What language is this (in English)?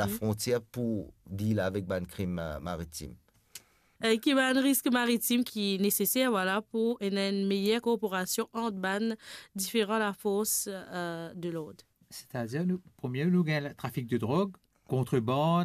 Morisyen